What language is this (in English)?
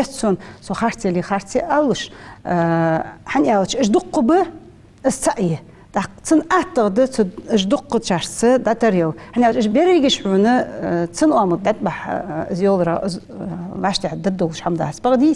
Ingush